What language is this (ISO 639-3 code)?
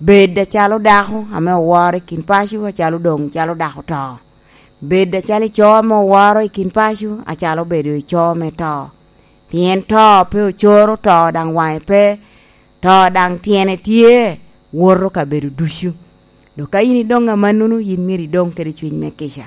laj